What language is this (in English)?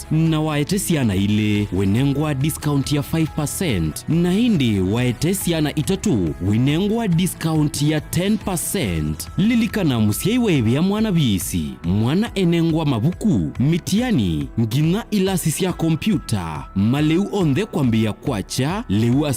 Kamba